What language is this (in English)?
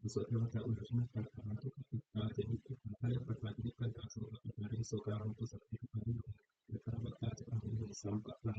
Pali